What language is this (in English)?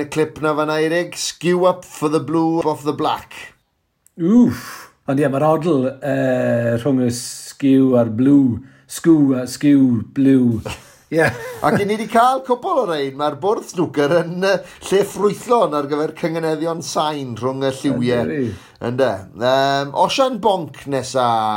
Welsh